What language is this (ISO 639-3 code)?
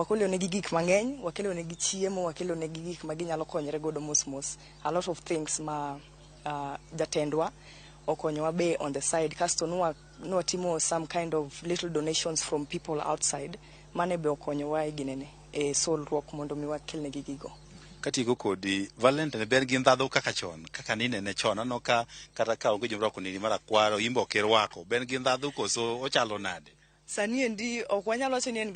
luo